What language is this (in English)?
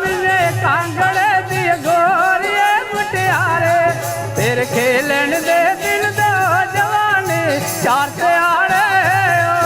Dogri